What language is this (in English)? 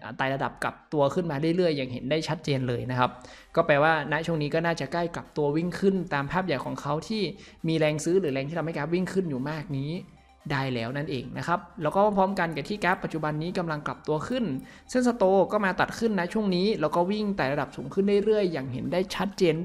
Thai